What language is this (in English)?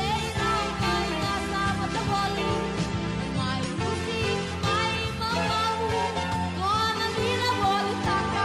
Fijian